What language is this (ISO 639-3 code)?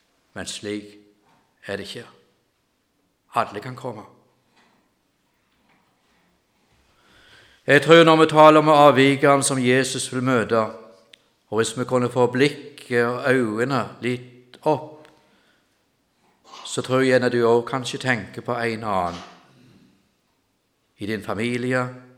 nor